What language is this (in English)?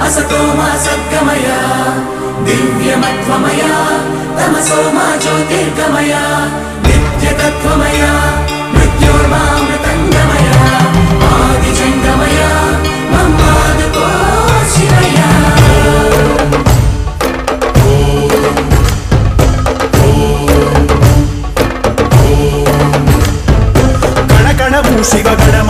Telugu